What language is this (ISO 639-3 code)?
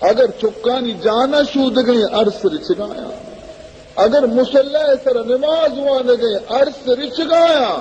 bal